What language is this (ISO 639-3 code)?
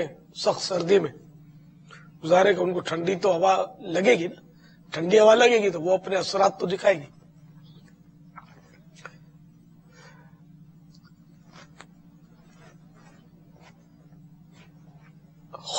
urd